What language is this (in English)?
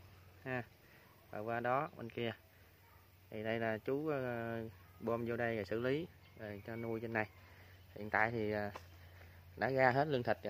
Vietnamese